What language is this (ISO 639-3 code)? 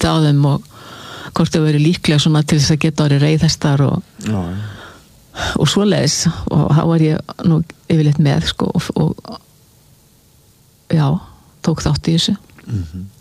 isl